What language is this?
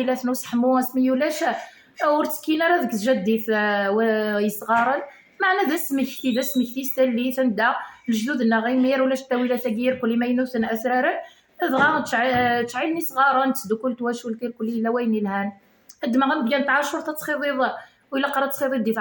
Kabyle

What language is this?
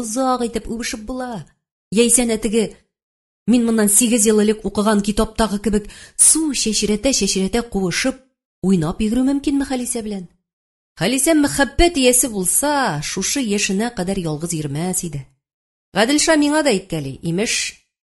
Tatar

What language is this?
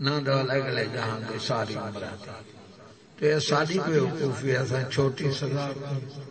Saraiki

